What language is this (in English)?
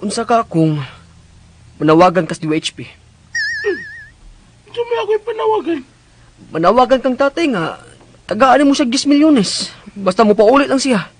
Cebuano